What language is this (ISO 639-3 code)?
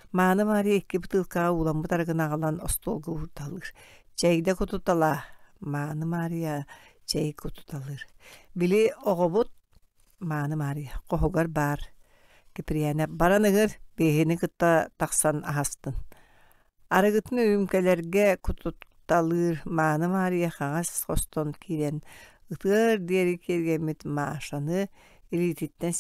sah